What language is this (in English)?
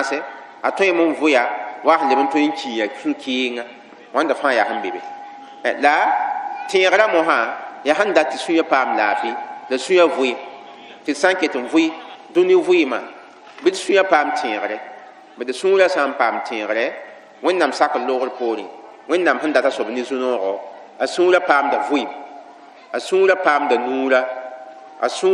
Mossi